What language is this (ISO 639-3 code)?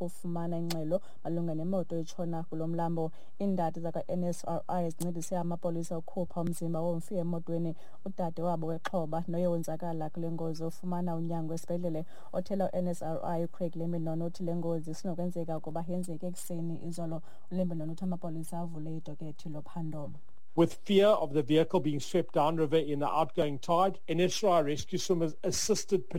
xho